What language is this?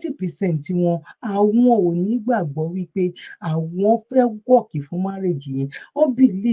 Yoruba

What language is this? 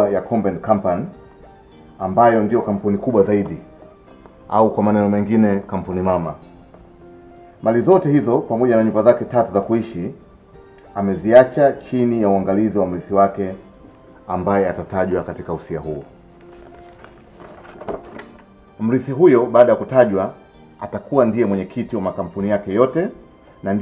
Swahili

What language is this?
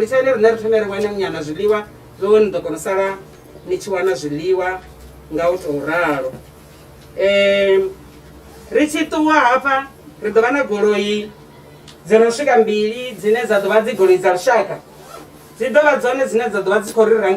Venda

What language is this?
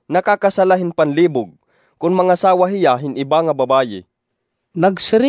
Waray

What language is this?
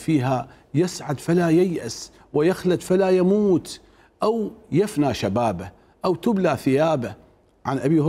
Mesopotamian Arabic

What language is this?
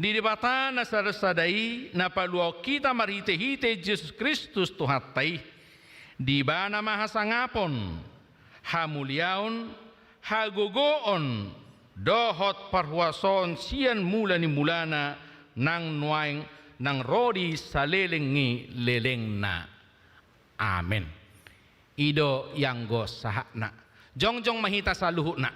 Batak Toba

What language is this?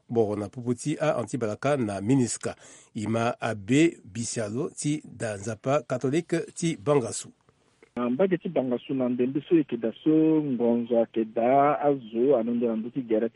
Sango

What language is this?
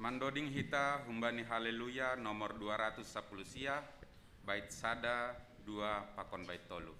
Batak Simalungun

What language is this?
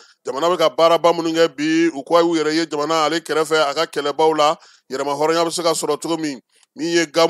Bambara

